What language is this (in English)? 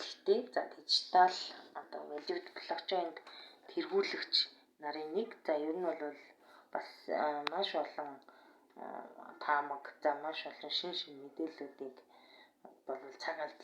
Mongolian